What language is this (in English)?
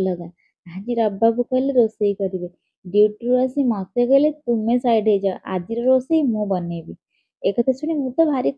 Odia